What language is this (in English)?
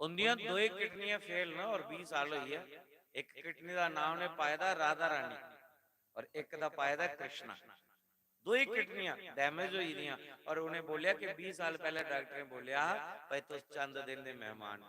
Dogri